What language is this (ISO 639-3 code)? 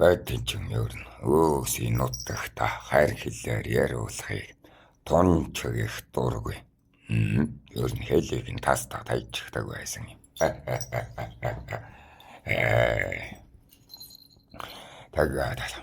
mon